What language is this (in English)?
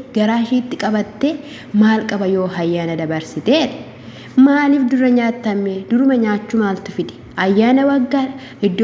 Oromo